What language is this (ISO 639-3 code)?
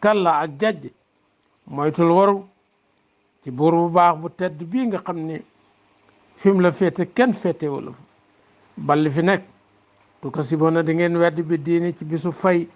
wol